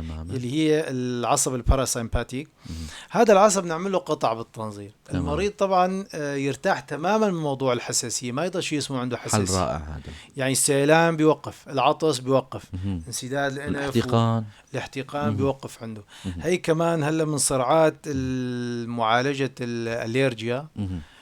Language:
North Levantine Arabic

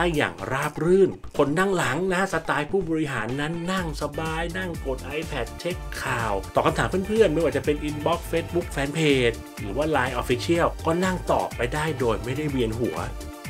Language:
Thai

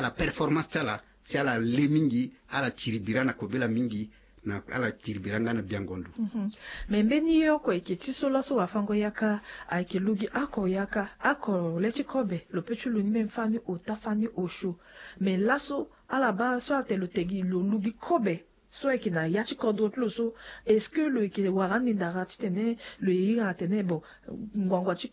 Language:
Sango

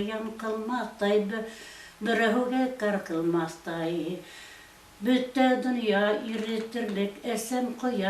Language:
Bashkir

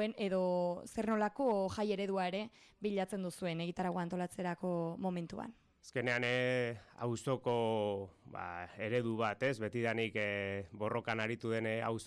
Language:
Basque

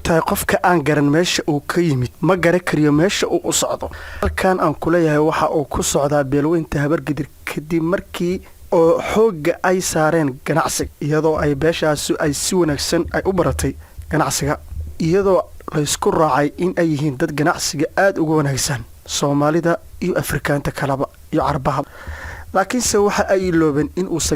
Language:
Somali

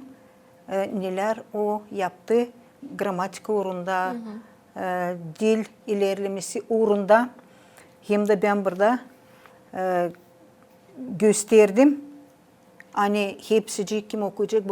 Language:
Gagauz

